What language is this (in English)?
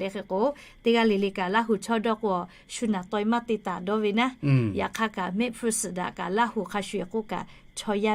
Lahu